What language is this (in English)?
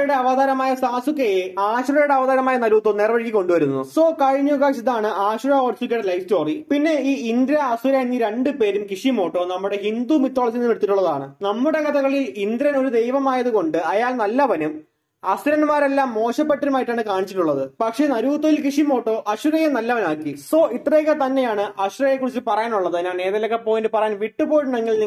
Malayalam